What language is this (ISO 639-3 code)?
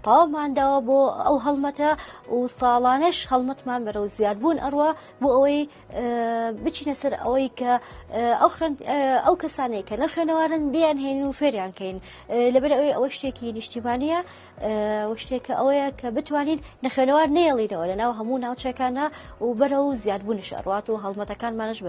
ckb